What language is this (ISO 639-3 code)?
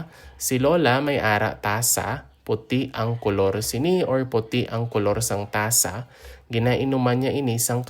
hil